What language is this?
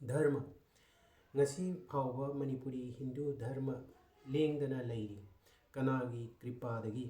Manipuri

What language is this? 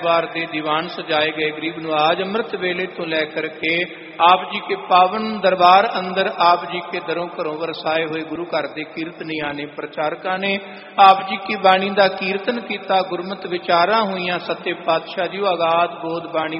Punjabi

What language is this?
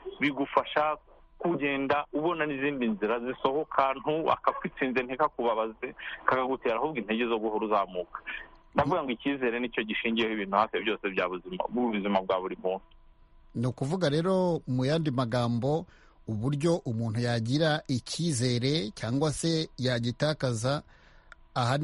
Kinyarwanda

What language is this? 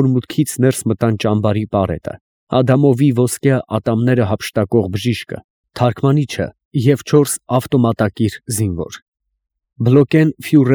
Armenian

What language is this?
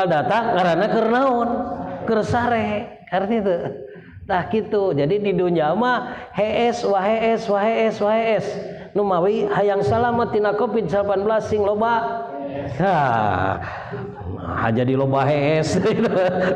Sundanese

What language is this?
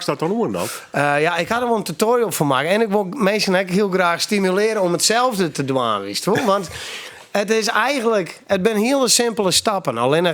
Western Frisian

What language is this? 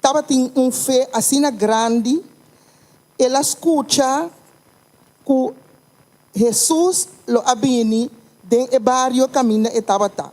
Papiamento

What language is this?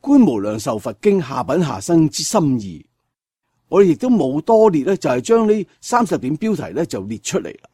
Cantonese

